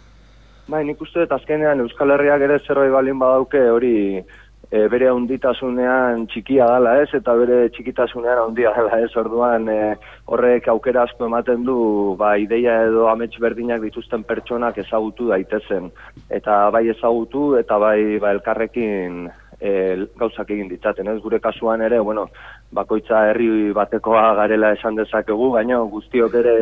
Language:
Basque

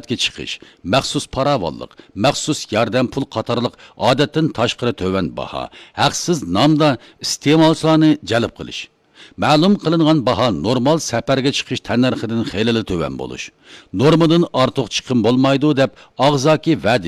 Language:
Uyghur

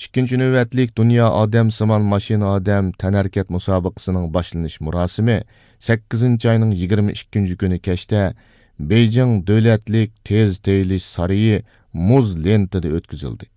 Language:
Uyghur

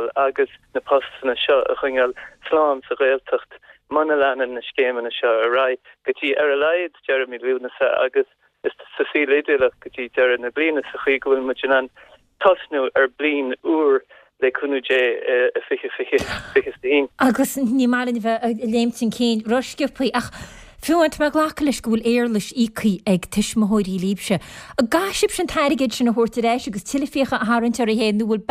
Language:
Irish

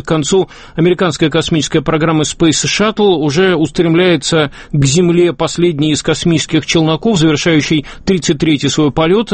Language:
Russian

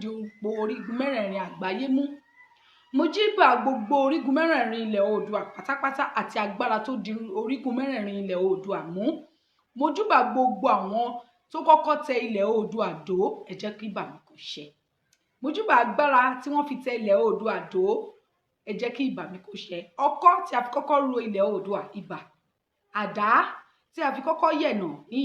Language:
Yoruba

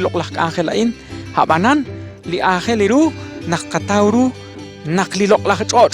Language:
Kekchí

